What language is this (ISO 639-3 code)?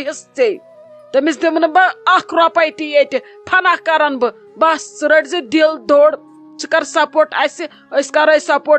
kas